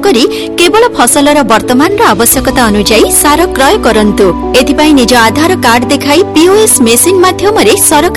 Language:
Odia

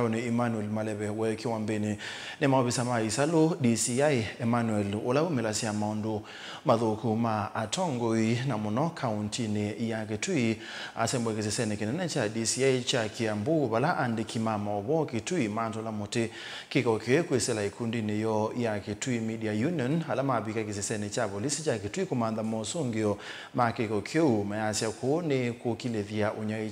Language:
Kamba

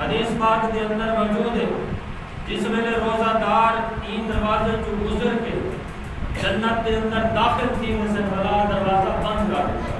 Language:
Saraiki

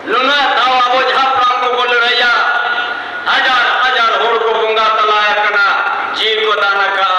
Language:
Santali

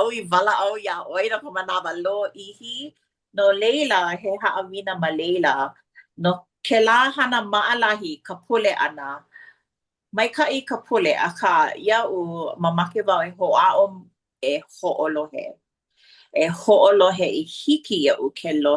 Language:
Hawaiian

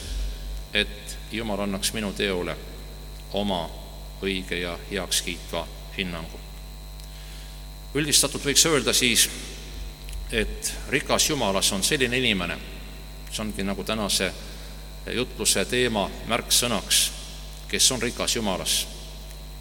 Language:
Estonian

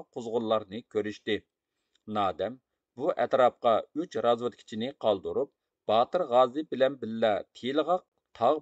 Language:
Uyghur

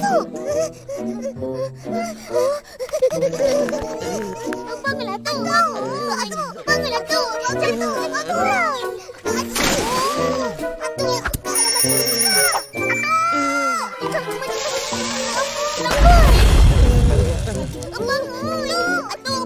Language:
Malay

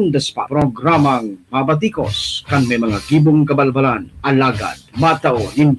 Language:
Bikol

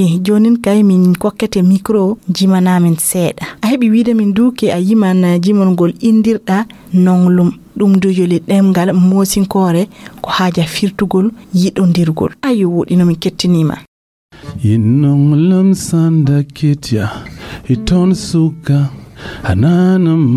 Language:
Fula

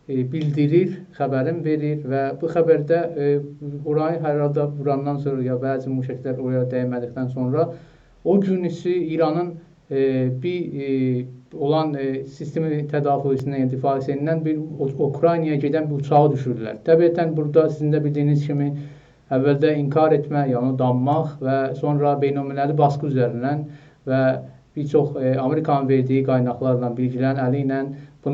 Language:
South Azerbaijani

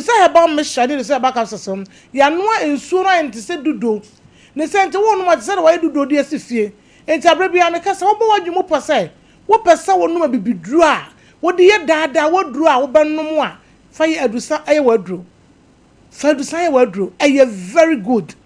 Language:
Akan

